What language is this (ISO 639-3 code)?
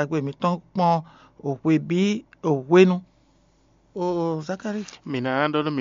fon